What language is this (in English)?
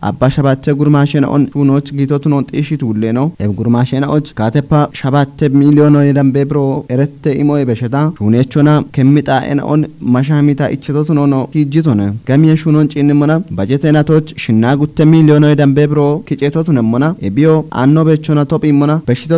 Kafa